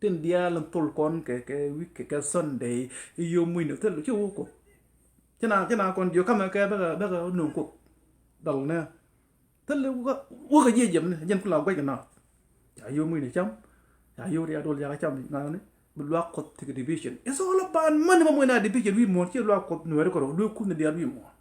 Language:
Nuer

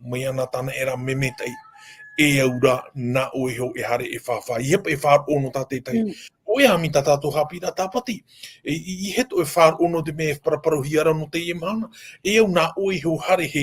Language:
Tahitian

